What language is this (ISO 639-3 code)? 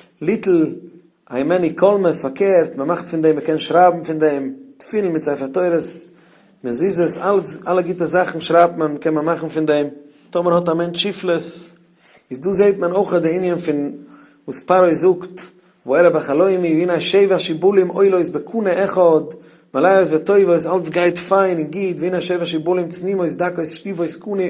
yid